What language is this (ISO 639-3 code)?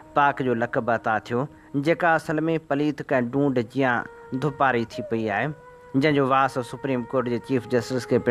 snd